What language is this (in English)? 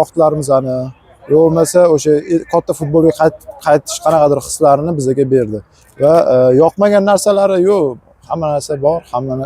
Uzbek